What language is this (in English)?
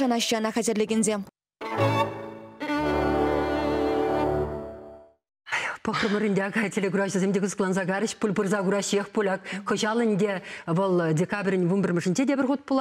Chuvash